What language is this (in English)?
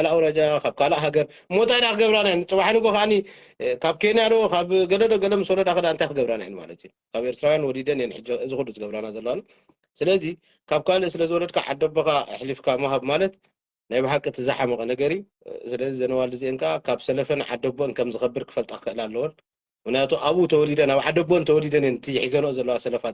Tigrinya